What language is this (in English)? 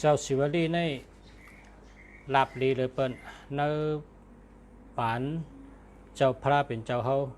Shan